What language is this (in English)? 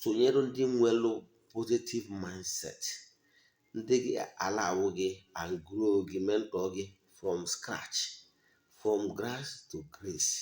Igbo